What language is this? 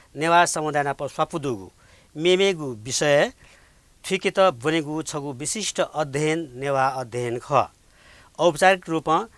Newari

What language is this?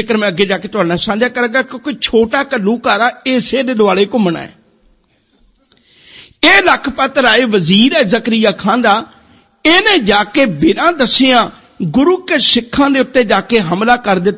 Punjabi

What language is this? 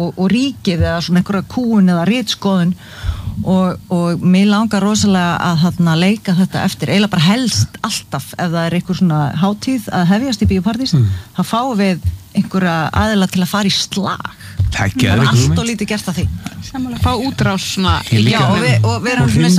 Icelandic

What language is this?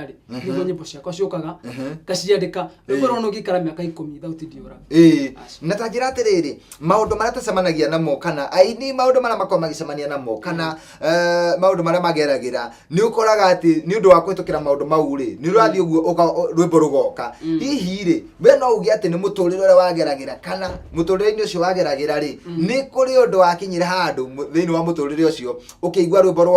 Kikuyu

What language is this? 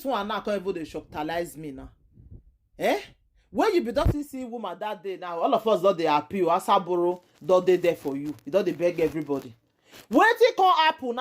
Nigerian Pidgin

